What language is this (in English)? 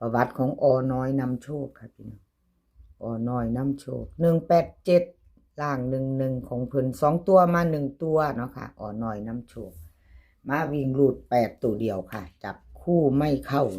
Northeastern Thai